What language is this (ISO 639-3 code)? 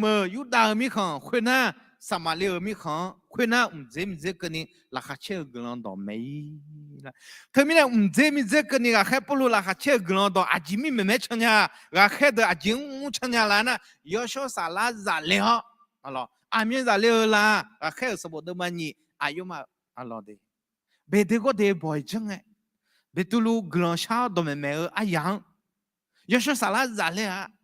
ahk